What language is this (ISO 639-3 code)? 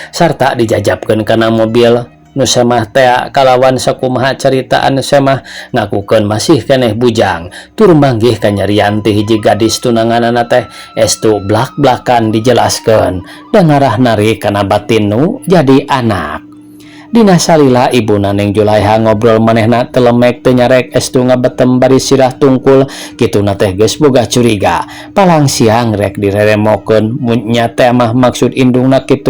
sun